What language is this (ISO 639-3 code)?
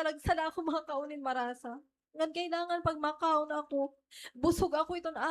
war